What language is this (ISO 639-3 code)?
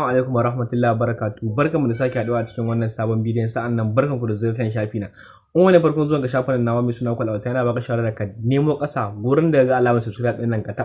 hau